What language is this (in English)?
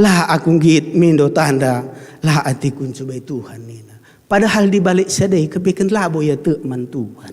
Batak Karo